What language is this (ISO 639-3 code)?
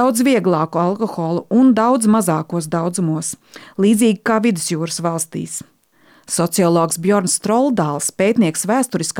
lav